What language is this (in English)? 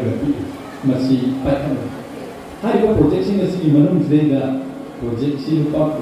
Manipuri